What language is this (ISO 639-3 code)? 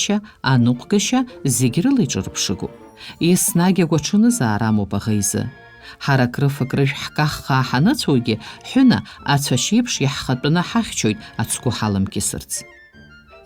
abk